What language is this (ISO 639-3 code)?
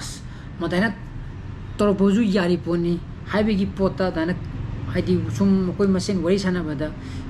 mni